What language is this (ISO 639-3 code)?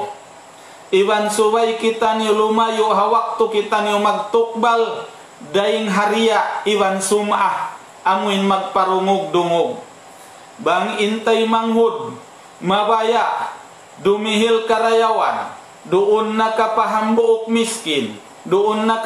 tsg